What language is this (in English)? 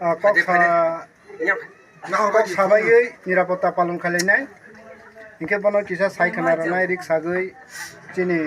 Kok Borok